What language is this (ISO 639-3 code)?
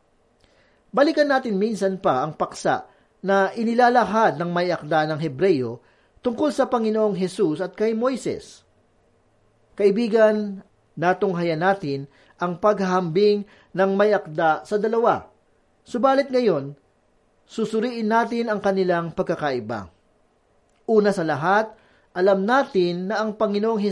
fil